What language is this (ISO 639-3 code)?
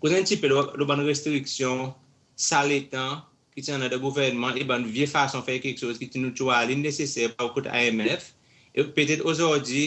crs